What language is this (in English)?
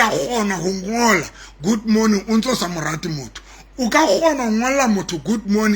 Southern Sotho